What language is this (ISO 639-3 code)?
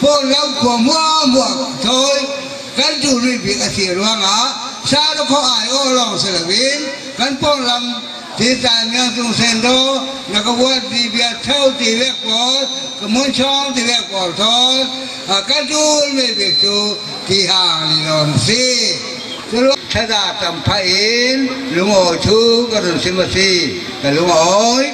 cfm